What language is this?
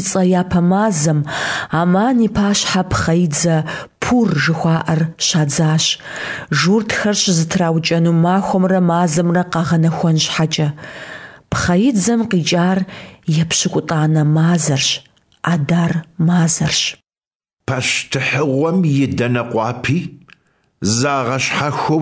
Kabardian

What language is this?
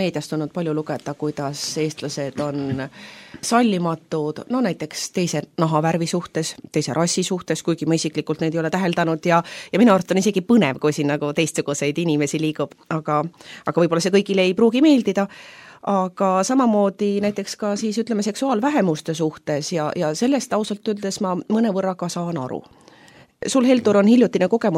Estonian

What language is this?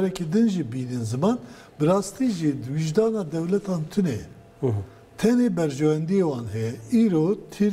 Kurdish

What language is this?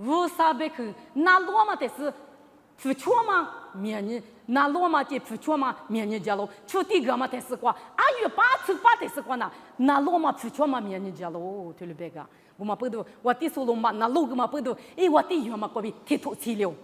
Lisu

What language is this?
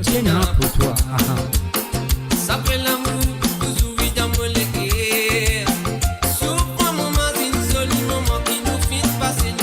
Morisyen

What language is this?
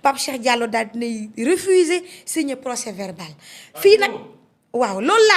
Wolof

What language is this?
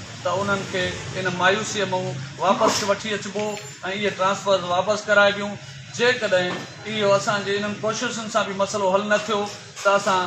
Sindhi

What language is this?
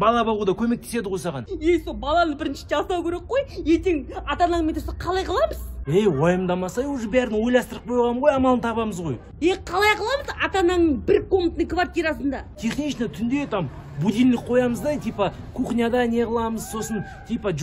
Kazakh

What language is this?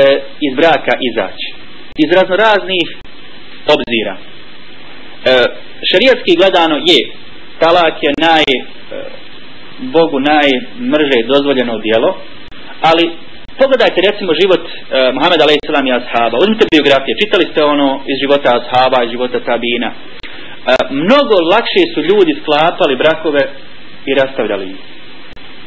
Bosnian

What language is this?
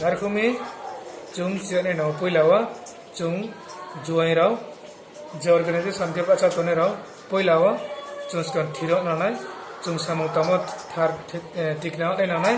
Riang (India)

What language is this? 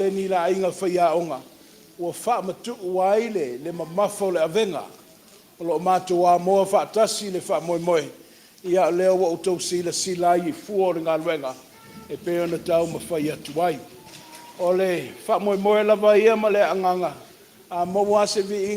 Samoan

